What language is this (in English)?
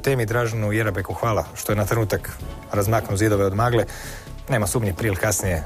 Croatian